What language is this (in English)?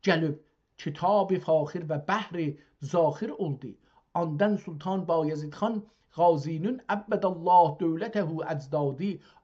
South Azerbaijani